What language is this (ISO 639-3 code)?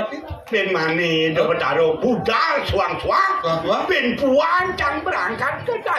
ban